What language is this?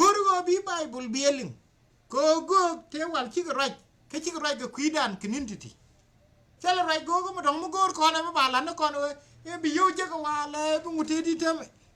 Nuer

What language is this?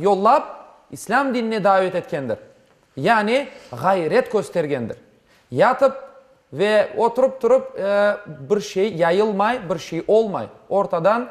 Crimean Tatar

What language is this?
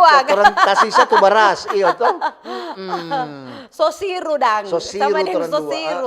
Manado Malay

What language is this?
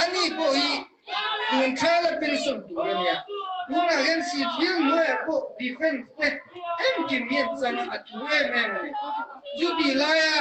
Mizo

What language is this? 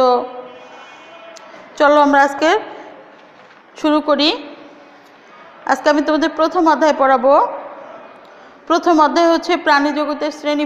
Bangla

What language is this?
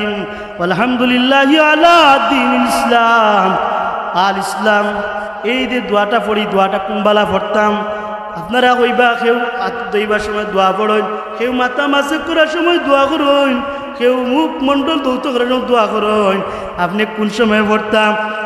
Sylheti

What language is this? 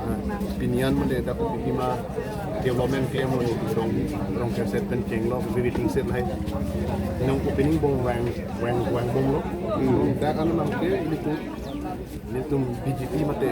Karbi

